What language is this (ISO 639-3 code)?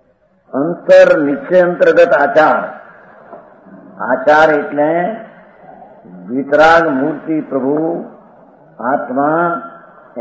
guj